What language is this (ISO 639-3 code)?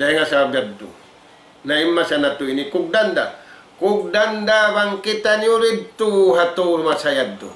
tsg